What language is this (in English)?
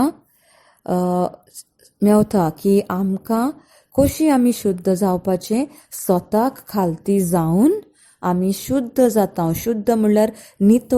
Konkani